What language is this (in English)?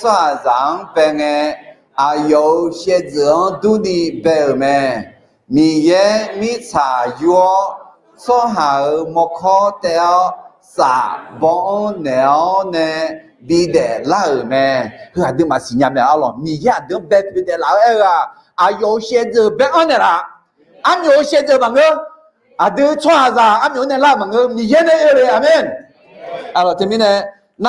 Akha